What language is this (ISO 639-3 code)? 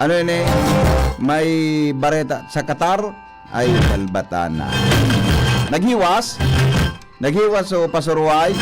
bik